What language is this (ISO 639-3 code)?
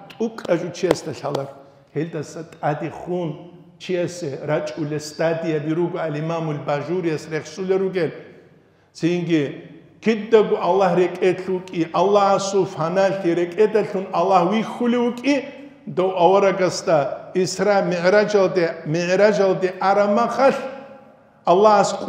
ava